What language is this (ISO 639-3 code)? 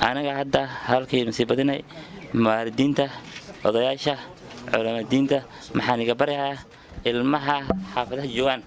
som